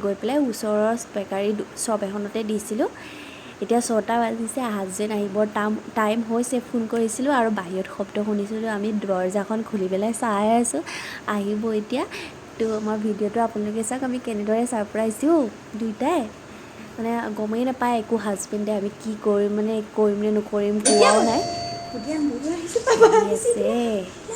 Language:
Assamese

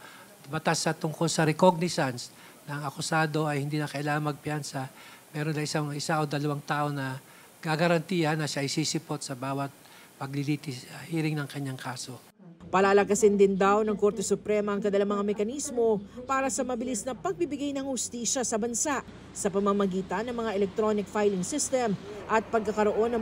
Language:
Filipino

